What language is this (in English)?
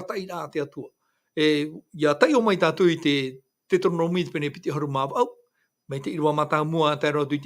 Tahitian